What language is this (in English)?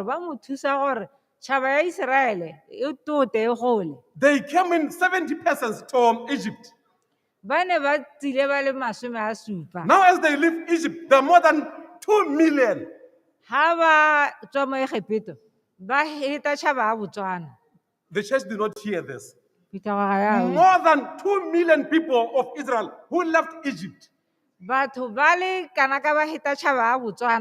Tswana